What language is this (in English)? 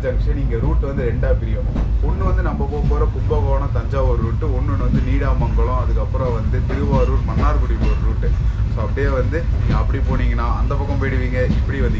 Tamil